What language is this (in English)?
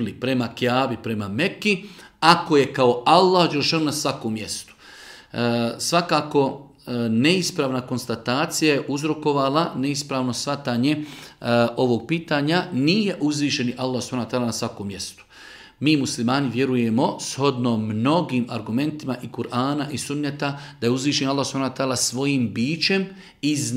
Bosnian